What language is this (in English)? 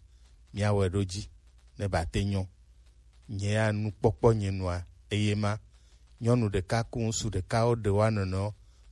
Gen